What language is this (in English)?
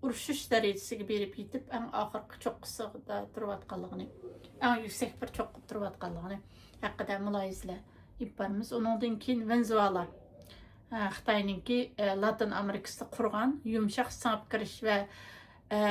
Uyghur